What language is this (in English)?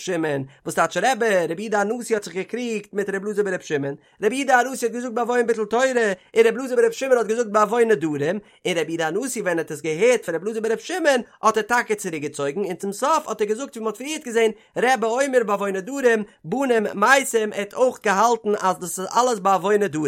Yiddish